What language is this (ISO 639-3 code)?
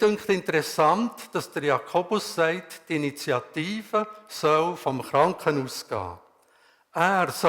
gsw